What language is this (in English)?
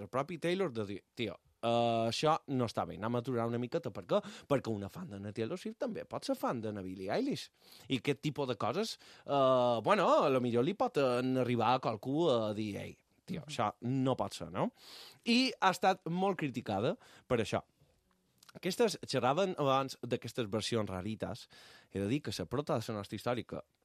Catalan